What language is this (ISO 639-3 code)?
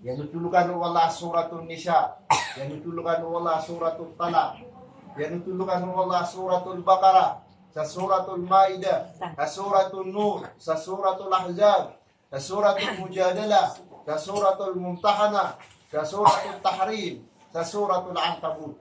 mrw